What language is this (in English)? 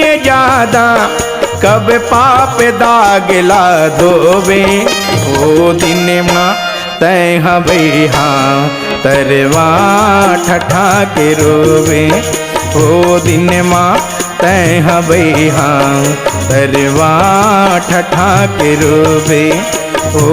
Chhattisgarhi